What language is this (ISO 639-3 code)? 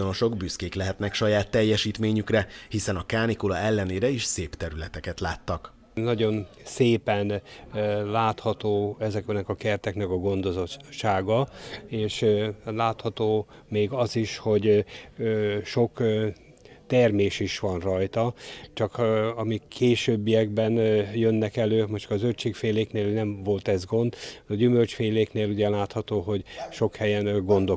hun